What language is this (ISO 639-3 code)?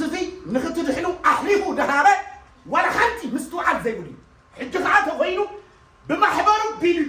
tir